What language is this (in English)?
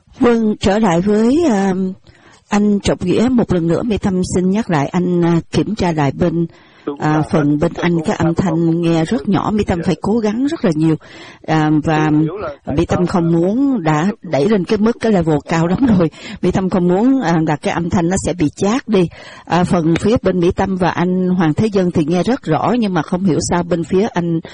Vietnamese